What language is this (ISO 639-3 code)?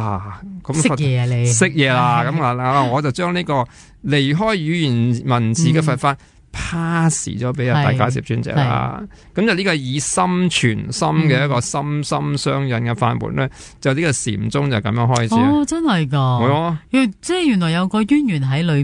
yue